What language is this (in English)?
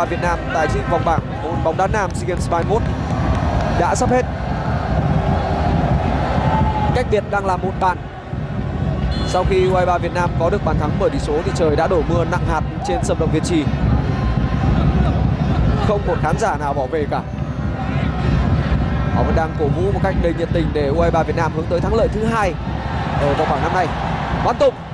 Vietnamese